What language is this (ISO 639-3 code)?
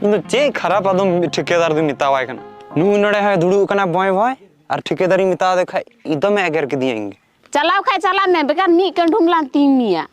sat